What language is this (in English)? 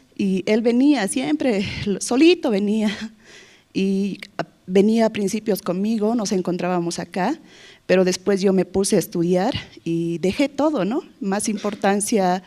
Aymara